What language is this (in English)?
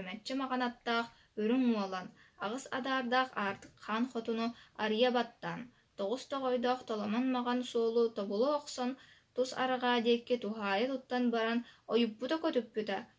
Yakut